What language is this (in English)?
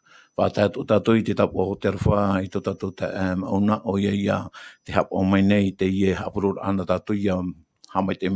Tahitian